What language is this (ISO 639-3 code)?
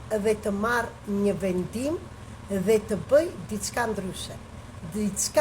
sqi